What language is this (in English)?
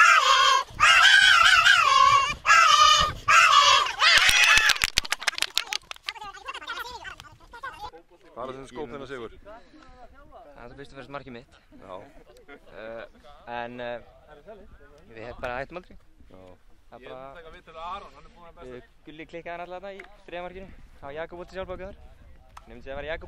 Icelandic